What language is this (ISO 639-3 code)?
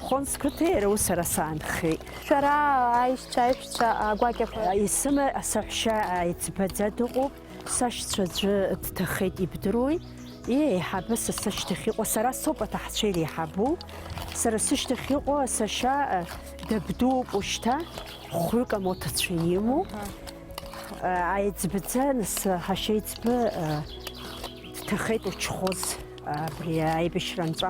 abk